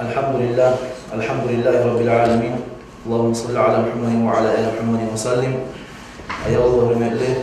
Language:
Kumyk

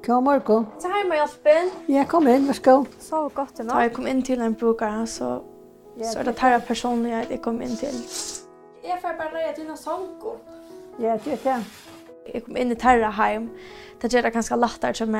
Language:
Faroese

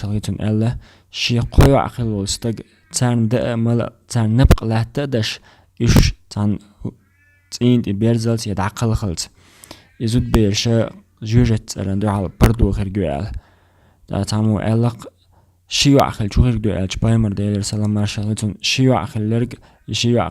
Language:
Chechen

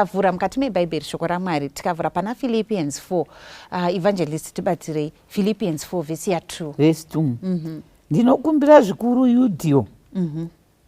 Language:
Shona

